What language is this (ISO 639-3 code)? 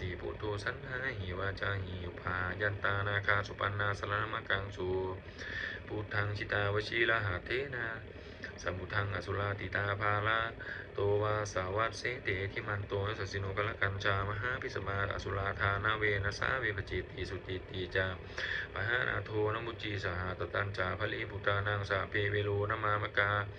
pli